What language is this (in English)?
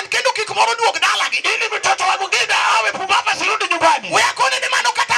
Luo (Kenya and Tanzania)